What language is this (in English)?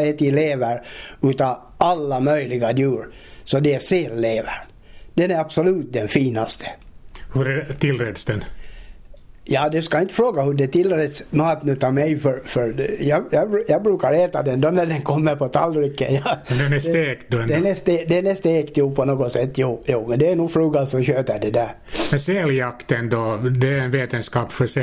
Swedish